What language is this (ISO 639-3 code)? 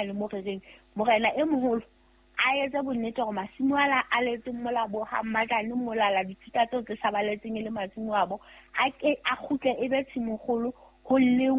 sot